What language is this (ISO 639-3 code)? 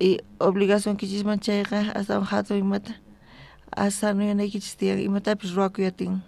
quh